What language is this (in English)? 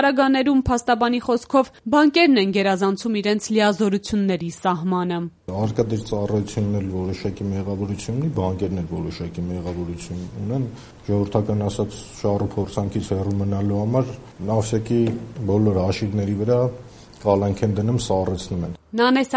Armenian